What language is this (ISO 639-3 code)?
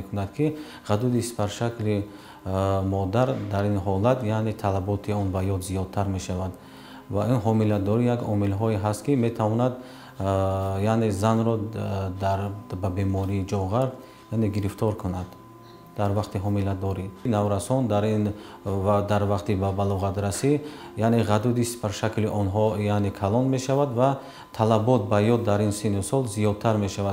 tgk